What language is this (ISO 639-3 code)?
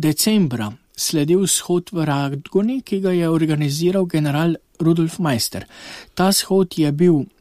slv